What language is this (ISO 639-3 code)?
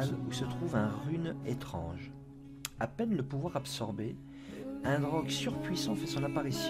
fra